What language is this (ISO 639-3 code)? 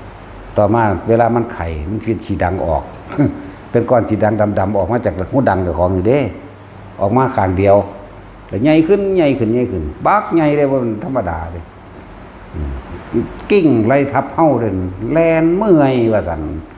tts